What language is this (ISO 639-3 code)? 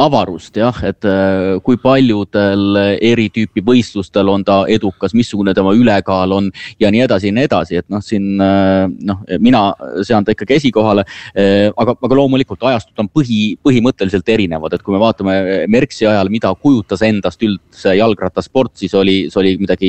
est